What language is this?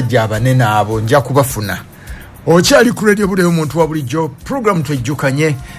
Ganda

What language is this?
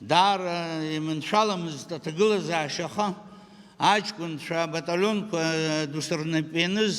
Abkhazian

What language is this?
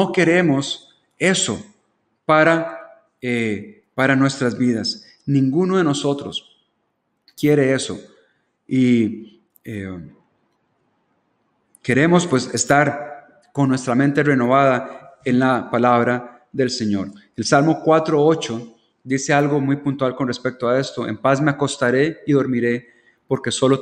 Spanish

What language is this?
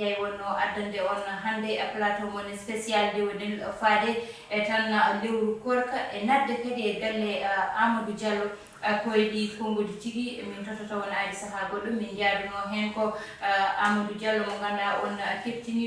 Fula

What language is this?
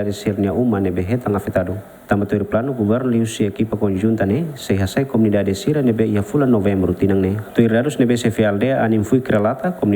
Tetum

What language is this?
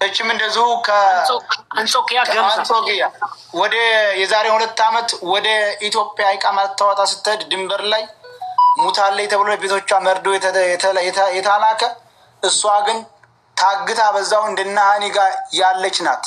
Amharic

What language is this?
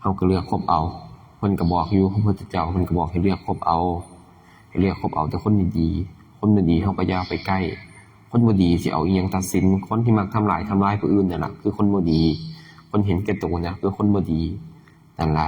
Lao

